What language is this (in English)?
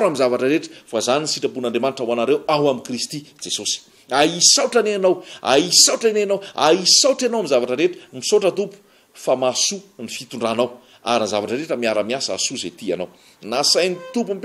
Malagasy